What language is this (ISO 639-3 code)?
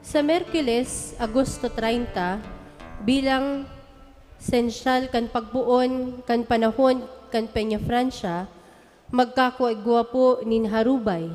bik